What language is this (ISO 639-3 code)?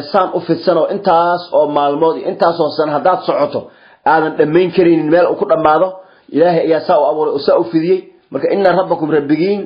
som